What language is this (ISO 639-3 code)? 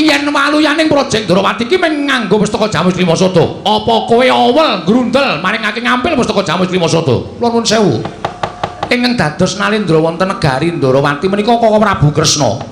jav